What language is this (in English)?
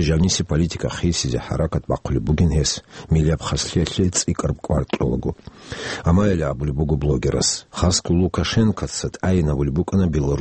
Avaric